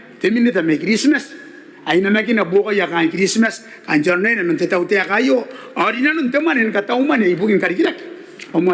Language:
Gilbertese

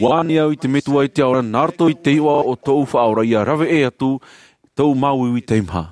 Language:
Tahitian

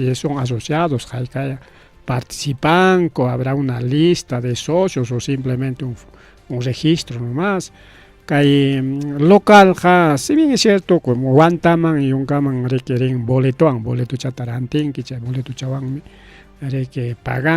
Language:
Ayacucho Quechua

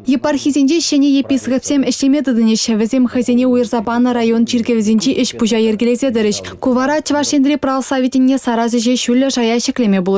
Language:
Chuvash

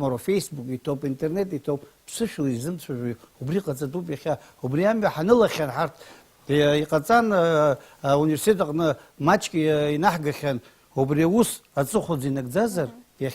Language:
Abkhazian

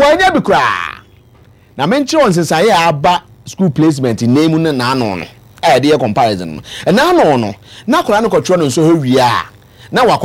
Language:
Akan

